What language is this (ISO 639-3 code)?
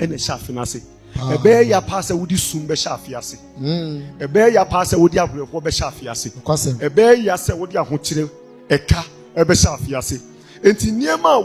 aka